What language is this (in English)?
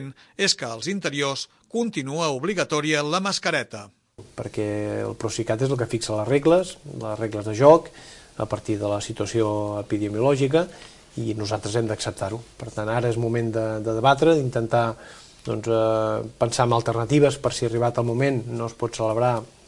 Catalan